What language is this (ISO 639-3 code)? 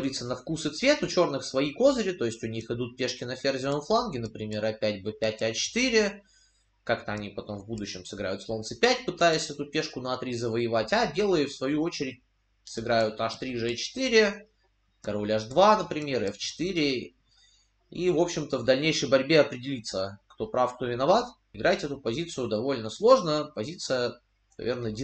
rus